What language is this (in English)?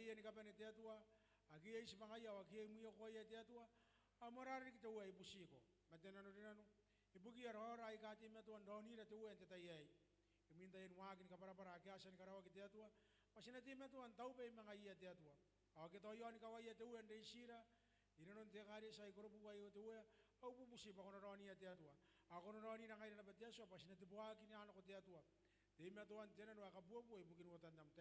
Gilbertese